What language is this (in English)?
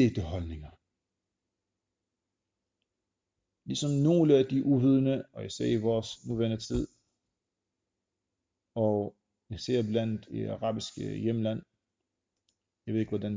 Danish